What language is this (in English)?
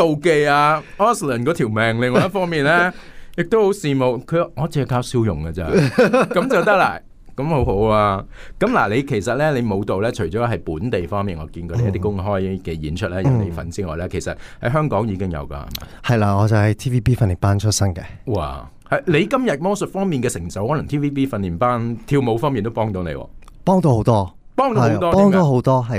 Cantonese